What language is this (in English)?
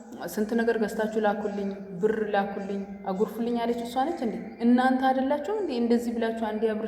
Amharic